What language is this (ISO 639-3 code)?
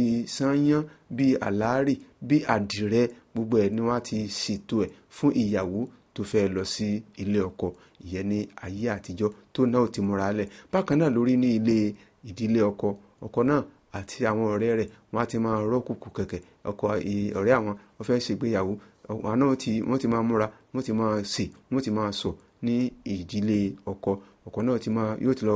yor